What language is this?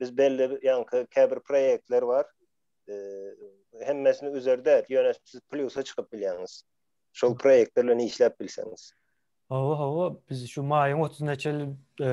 Turkmen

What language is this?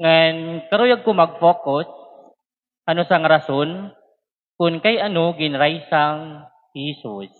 Waray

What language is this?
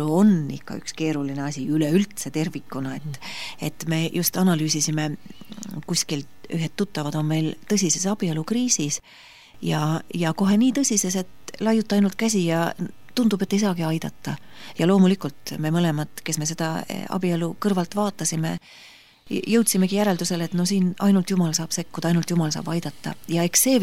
Estonian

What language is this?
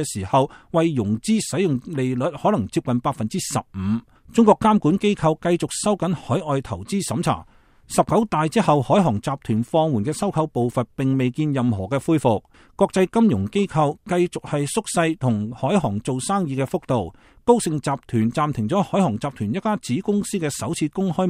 Cantonese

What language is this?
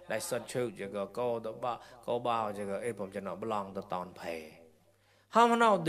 Mon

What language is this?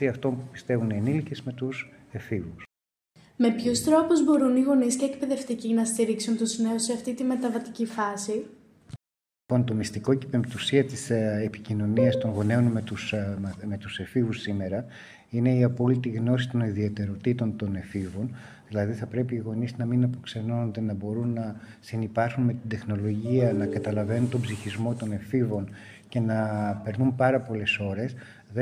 Greek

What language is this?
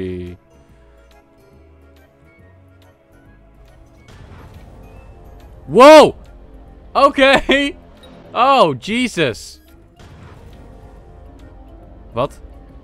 Dutch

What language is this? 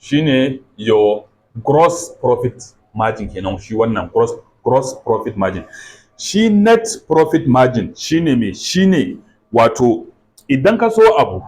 Hausa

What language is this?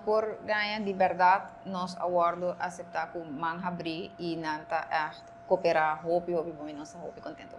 Papiamento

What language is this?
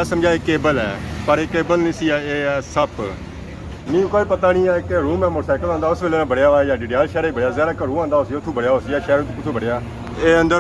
Pahari-Potwari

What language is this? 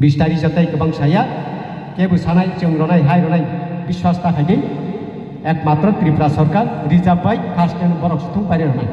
Kok Borok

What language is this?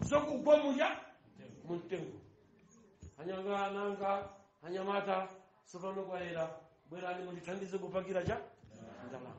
Nyanja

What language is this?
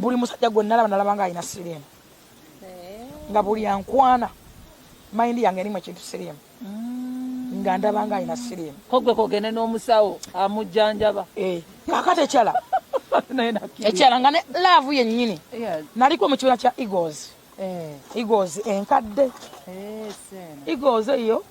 Ganda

